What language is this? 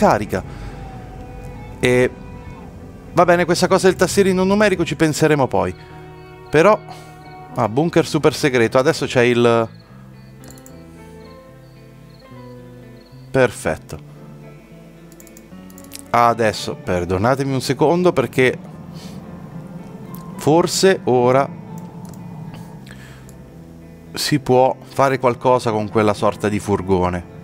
Italian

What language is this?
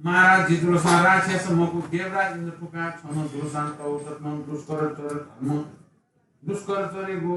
Newari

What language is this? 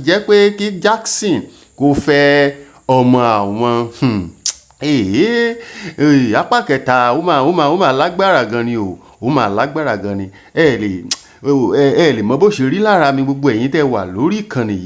Yoruba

